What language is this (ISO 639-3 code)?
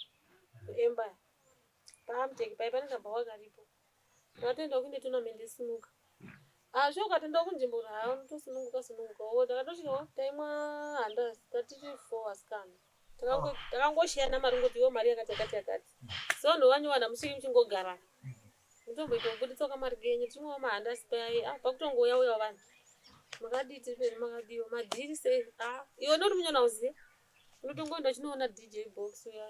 sna